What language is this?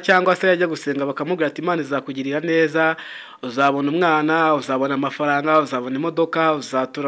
Kinyarwanda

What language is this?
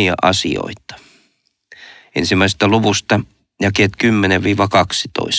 Finnish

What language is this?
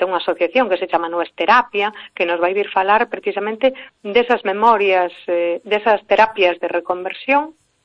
Galician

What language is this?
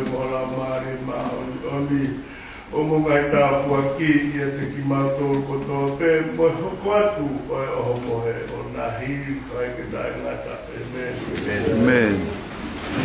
Tongan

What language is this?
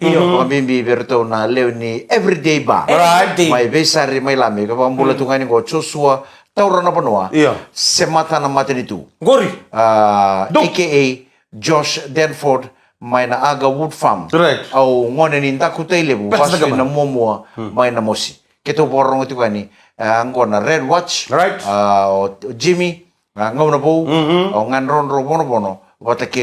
Fijian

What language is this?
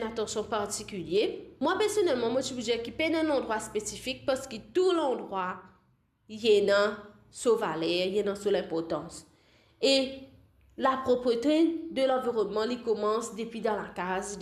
Morisyen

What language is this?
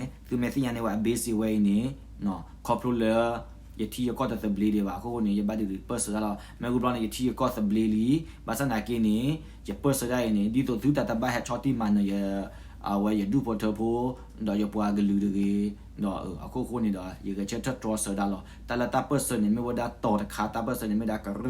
S'gaw Karen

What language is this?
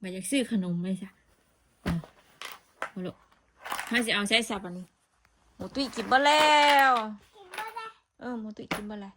Northeastern Thai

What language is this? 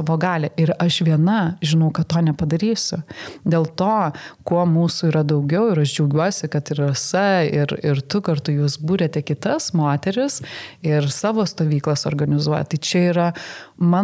Lithuanian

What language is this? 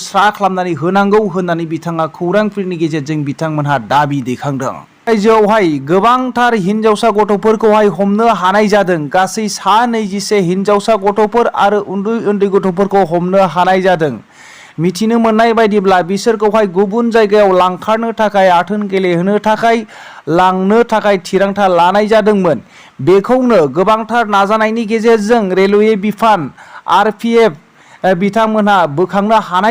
Bodo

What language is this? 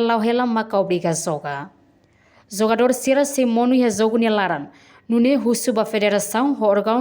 Tetum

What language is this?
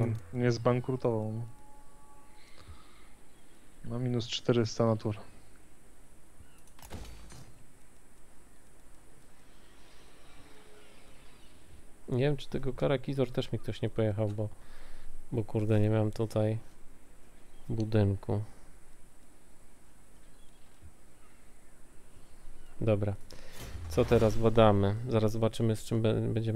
Polish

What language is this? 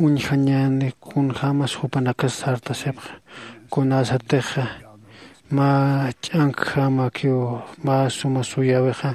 Aymara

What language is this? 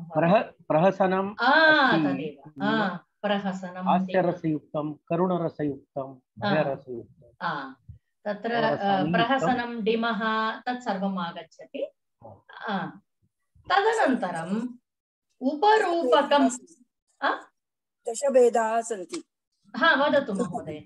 Sanskrit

